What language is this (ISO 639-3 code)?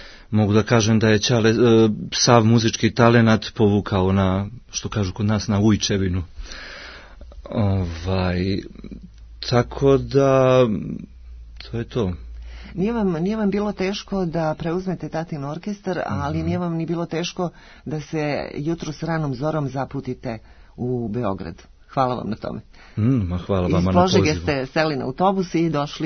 srp